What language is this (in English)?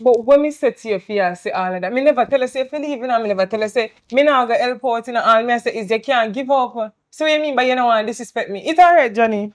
Jamaican Creole English